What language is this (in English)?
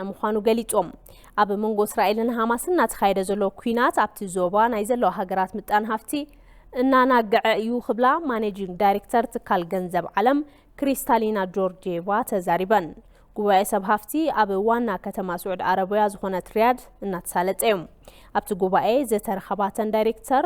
Tigrinya